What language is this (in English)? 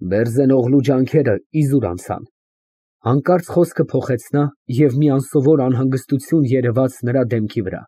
Armenian